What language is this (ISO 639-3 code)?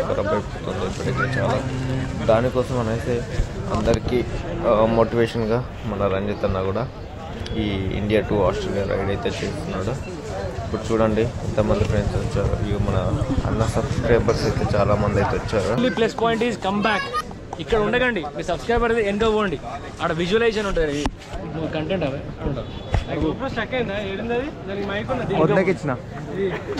tel